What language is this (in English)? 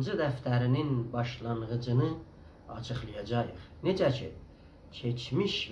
South Azerbaijani